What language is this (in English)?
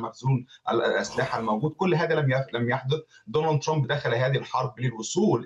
Arabic